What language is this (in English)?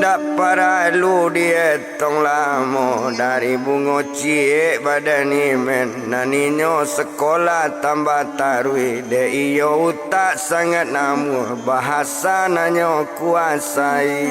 Minangkabau